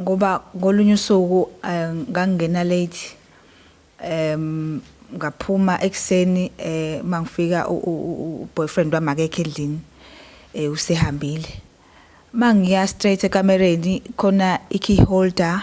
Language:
Zulu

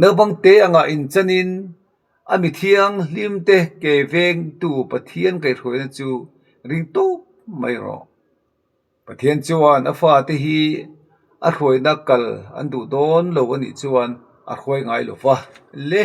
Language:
Mizo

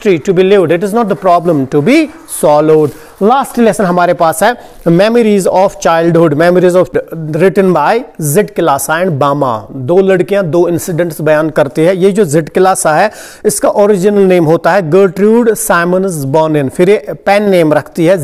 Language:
Hindi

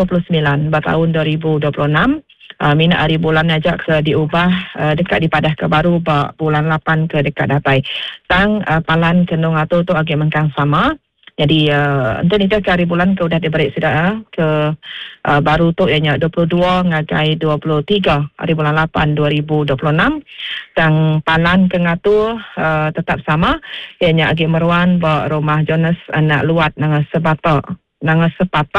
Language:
Iban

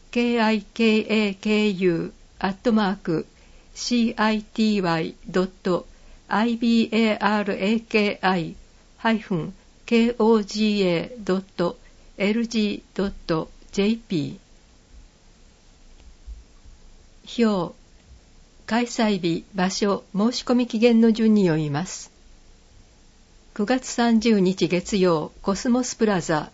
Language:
Japanese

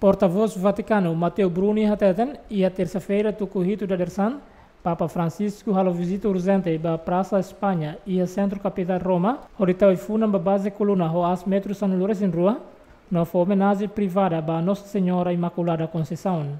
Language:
Tetum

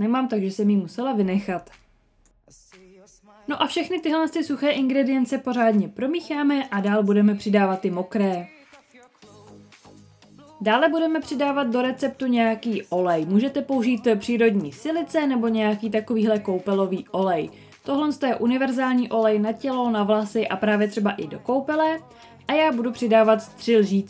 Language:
Czech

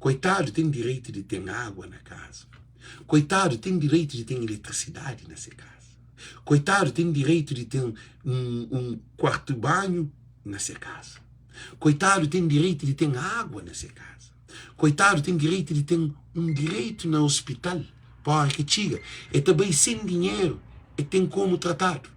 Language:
Kabuverdianu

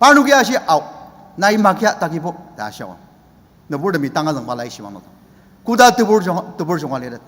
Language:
Ao Naga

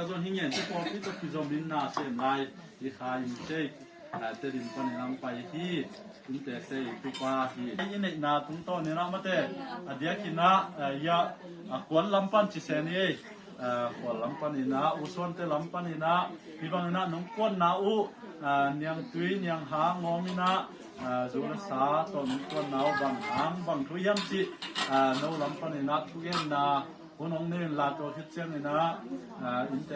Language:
Tedim Chin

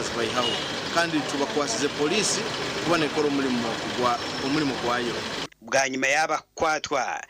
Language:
Nyankole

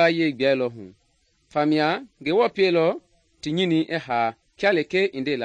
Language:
Mende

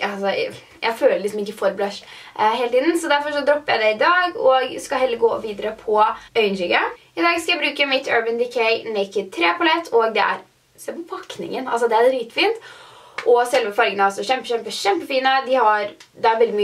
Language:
Norwegian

